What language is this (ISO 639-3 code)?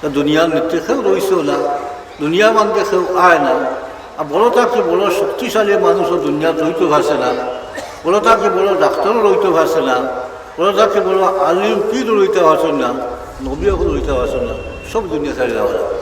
syl